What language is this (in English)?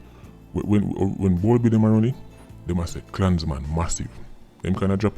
Jamaican Creole English